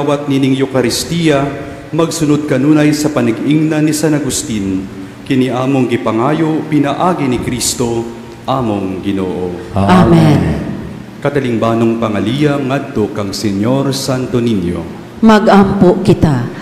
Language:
Cebuano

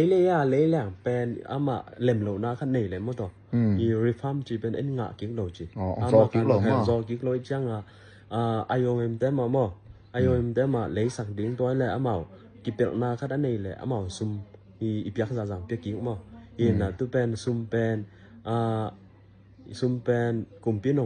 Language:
Tedim Chin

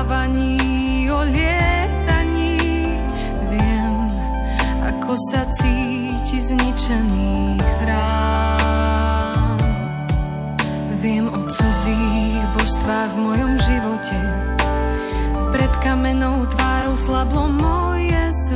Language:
Slovak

